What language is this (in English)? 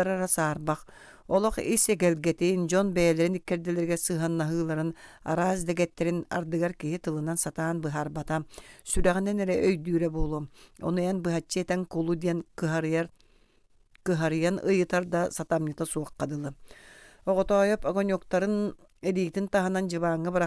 Yakut